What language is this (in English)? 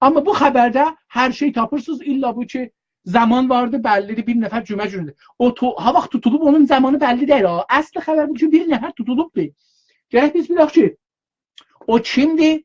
South Azerbaijani